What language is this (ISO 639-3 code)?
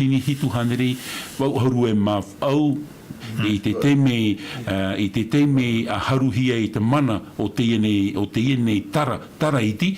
tah